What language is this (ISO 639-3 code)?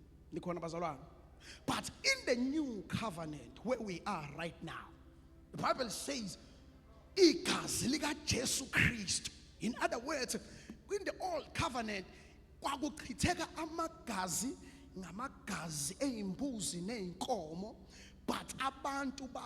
zul